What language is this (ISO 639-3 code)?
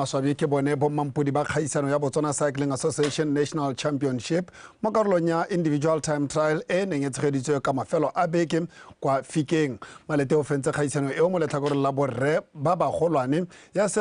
tsn